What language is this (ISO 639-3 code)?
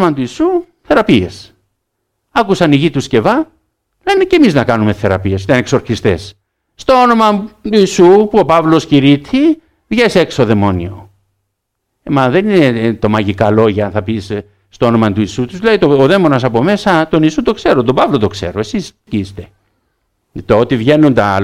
ell